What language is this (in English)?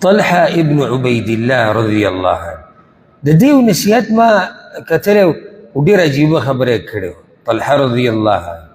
Pashto